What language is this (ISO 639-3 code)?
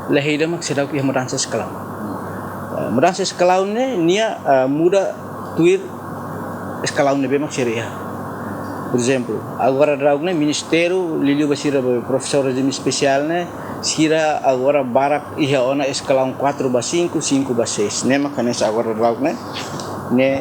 tet